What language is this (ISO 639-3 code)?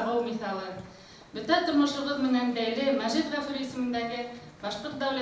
bak